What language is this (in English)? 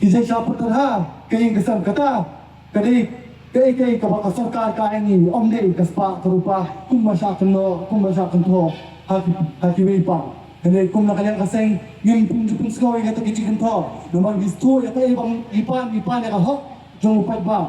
Khasi